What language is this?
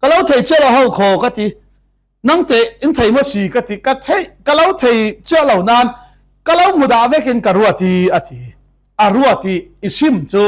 Falam Chin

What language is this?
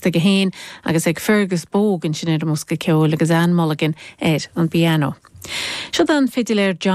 Irish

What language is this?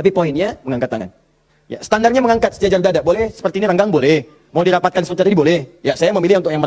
Indonesian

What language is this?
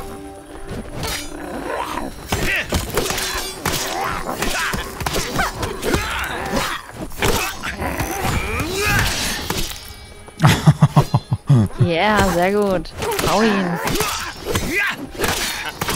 German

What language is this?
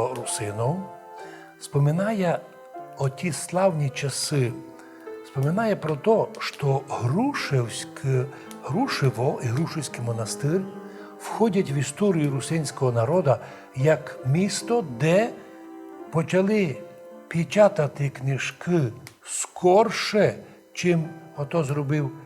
Rusyn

